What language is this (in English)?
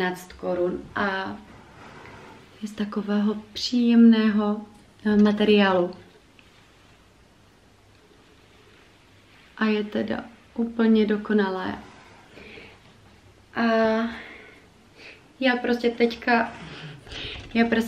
Czech